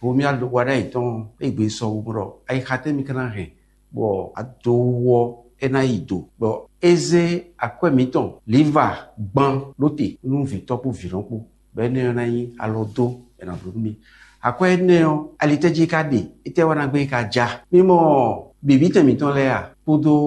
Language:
Fon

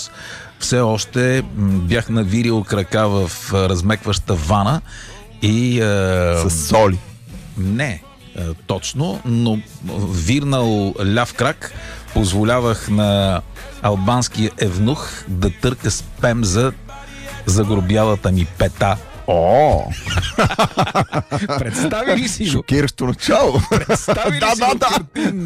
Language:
Bulgarian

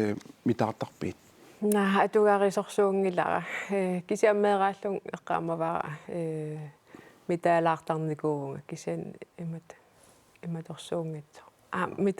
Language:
Kalaallisut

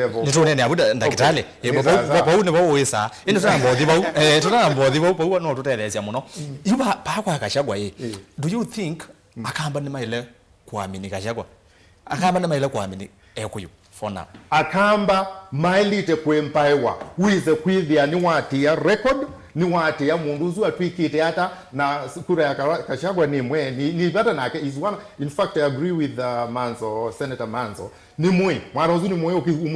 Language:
Kamba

